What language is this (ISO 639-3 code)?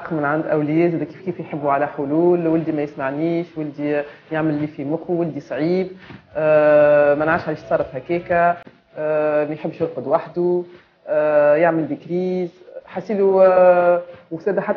aeb